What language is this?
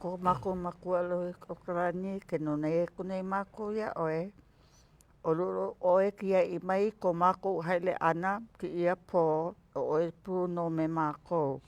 Hawaiian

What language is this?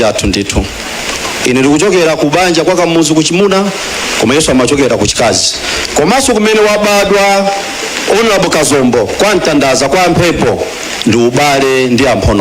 Nyanja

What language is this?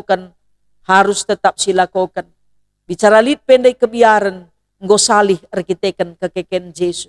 Batak Karo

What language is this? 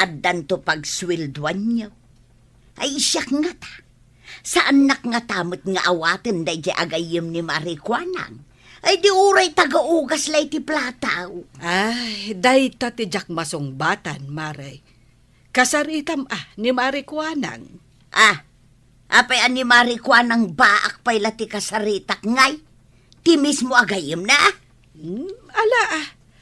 Iloko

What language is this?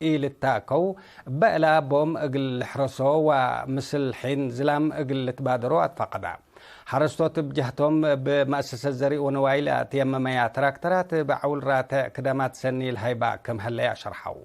Tigre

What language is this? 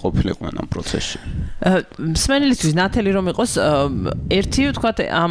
Georgian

